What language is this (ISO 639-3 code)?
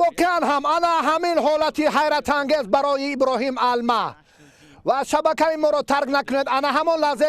tgk